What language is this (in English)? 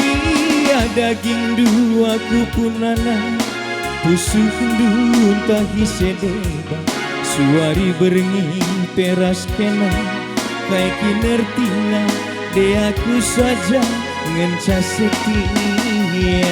Batak Karo